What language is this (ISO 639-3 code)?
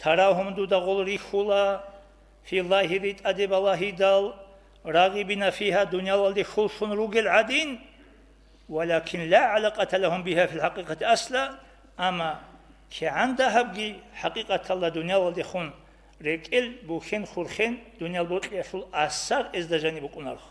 ava